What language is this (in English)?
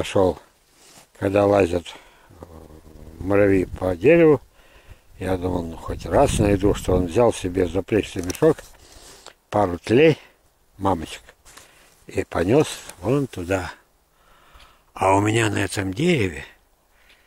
Russian